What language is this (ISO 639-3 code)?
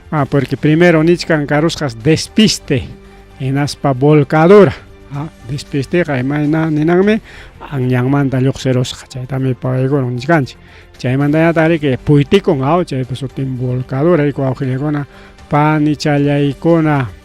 quy